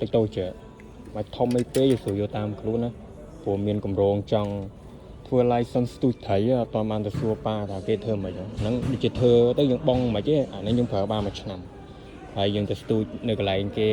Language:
Khmer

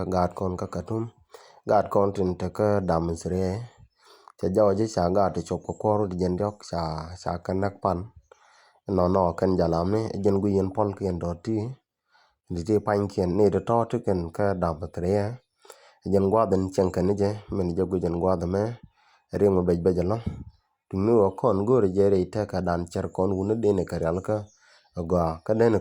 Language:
Nuer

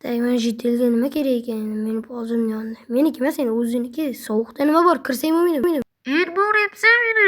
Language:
Uzbek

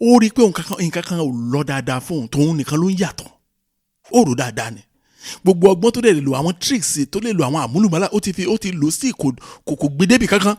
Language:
Yoruba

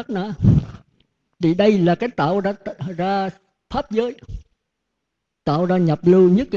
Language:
Vietnamese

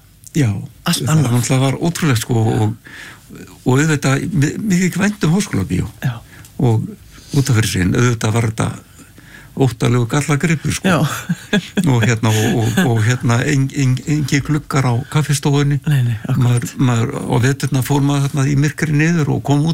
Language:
Icelandic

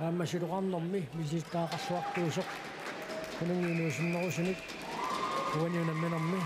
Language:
Kalaallisut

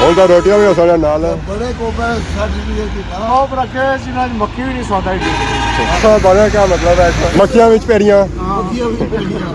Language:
Pahari-Potwari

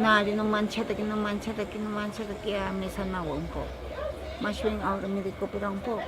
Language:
Ashéninka Perené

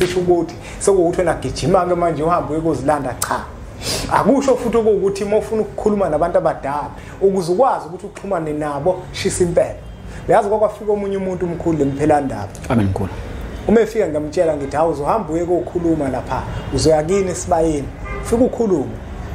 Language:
Zulu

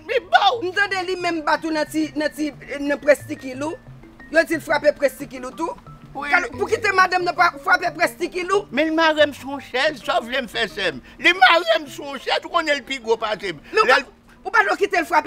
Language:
Haitian Creole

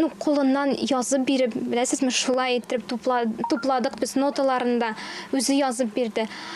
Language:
Tatar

